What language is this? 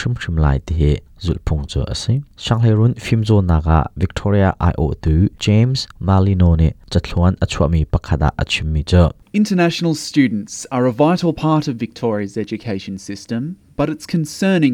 Hakha Chin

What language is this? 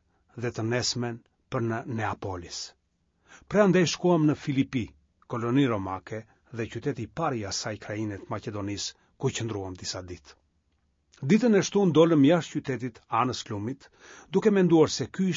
Albanian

